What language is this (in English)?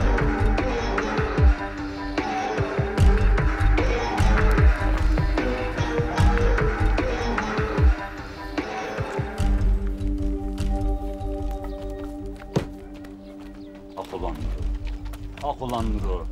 Turkish